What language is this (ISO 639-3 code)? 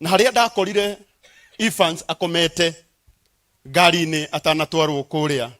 kik